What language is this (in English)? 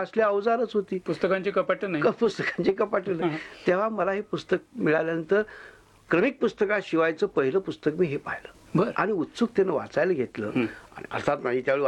Marathi